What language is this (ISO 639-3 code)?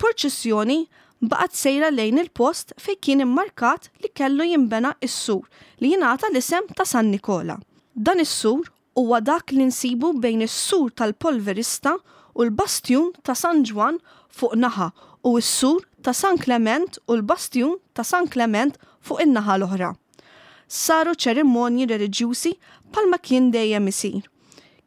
mlt